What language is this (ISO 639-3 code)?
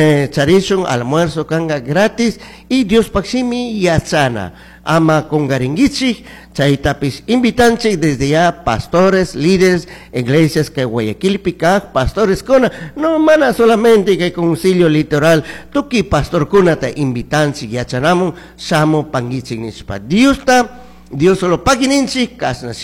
qug